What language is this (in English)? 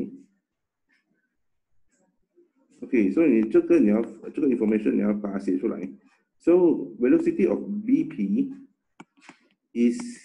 Chinese